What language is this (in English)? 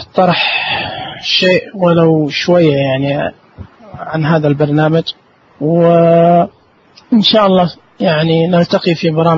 Najdi Arabic